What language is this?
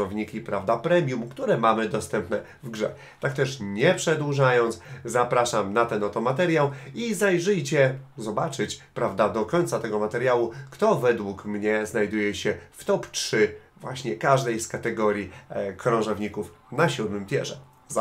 Polish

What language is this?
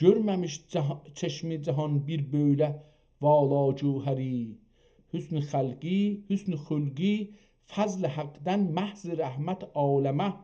South Azerbaijani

